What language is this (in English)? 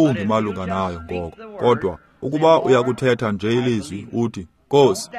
Xhosa